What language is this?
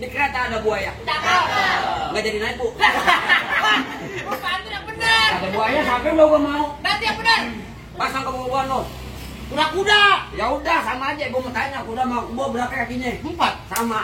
Betawi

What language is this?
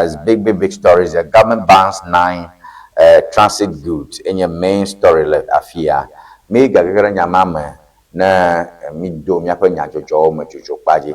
Ewe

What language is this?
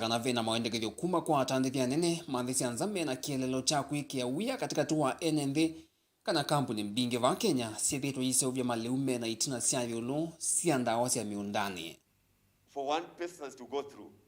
Kamba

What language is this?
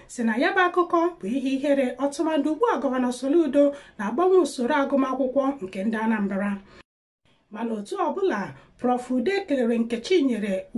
Igbo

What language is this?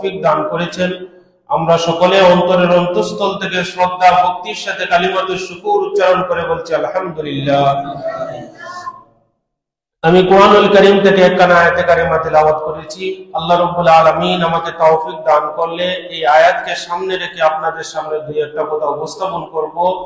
Bangla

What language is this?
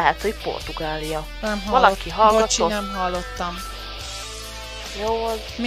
Hungarian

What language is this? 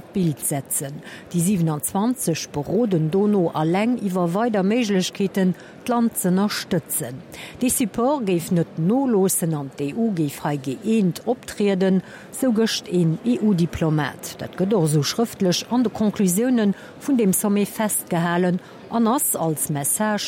Luxembourgish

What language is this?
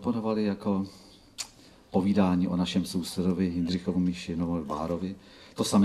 Czech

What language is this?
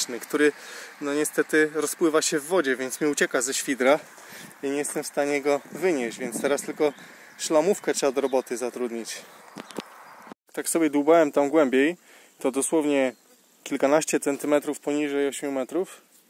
Polish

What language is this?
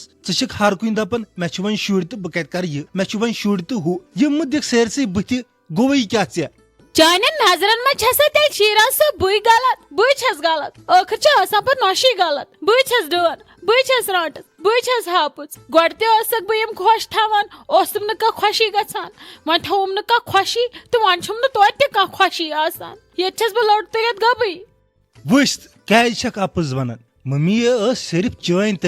Kashmiri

